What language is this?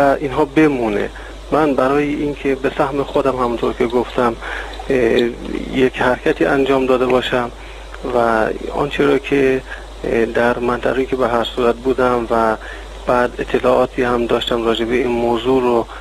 Persian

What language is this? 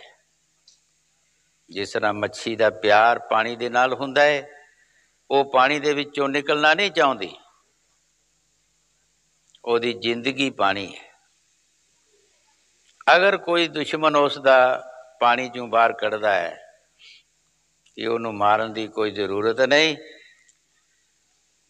Punjabi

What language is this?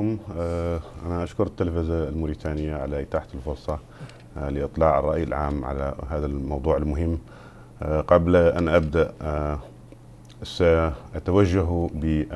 Arabic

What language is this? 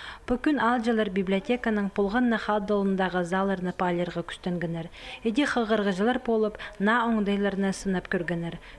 Khakas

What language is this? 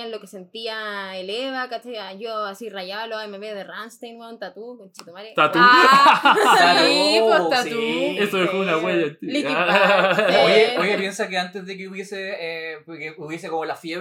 Spanish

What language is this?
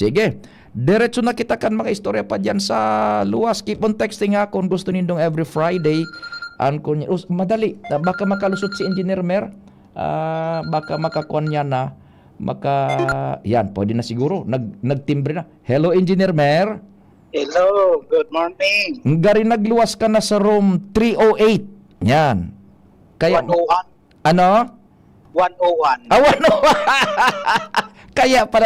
Bikol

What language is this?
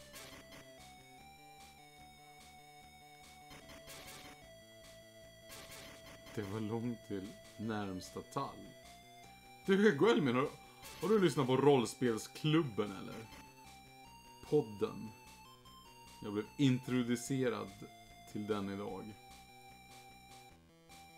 Swedish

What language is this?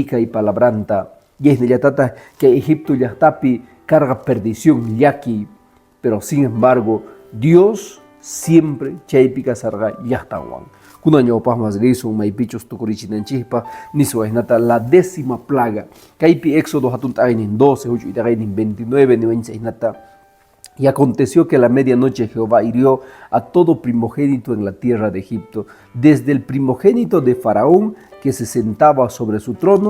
Quechua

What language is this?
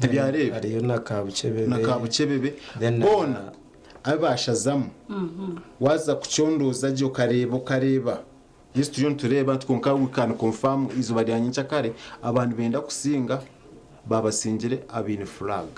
Nyankole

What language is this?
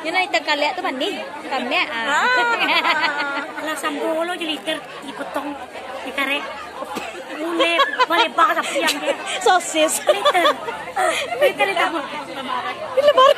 Minangkabau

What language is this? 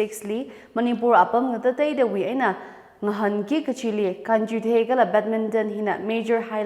Tangkhul Naga (India)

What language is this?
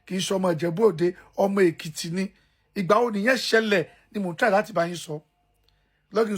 Yoruba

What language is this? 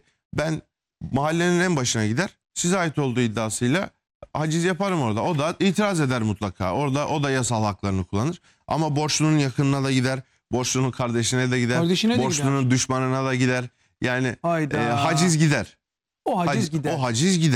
Turkish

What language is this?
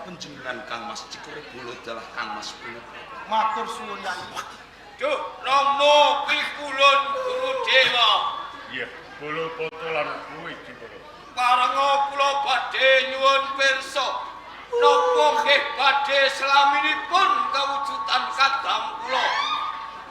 Javanese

